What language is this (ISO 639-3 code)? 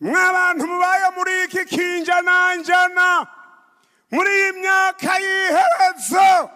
run